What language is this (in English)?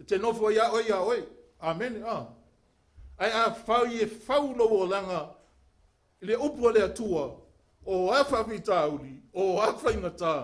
Samoan